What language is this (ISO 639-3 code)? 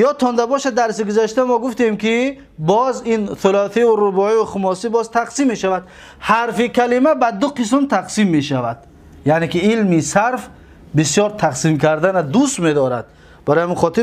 tgk